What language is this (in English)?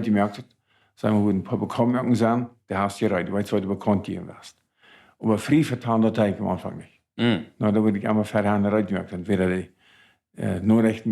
Plautdietsch